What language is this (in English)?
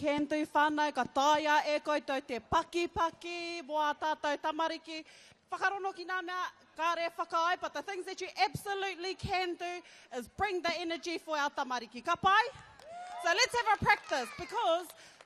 Māori